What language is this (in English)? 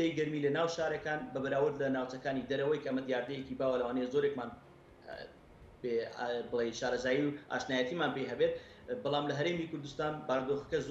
Central Kurdish